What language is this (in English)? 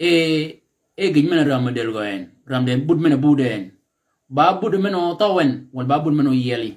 Shilluk